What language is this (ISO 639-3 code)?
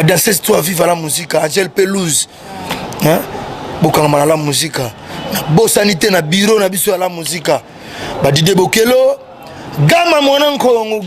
lin